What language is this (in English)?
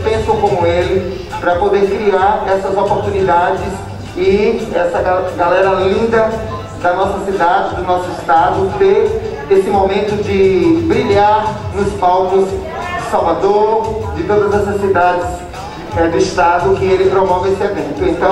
Portuguese